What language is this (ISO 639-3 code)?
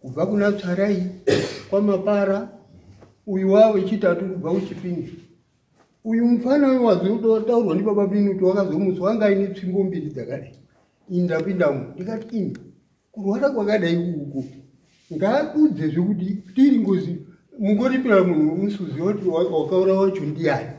sna